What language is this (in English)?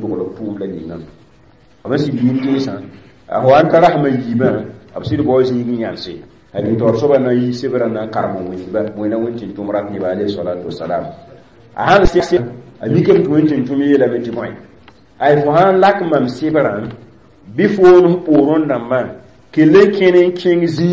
Mossi